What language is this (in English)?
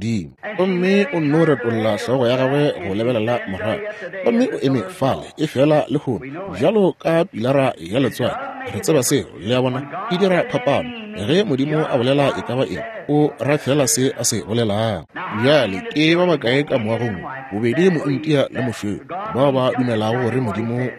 Northern Sotho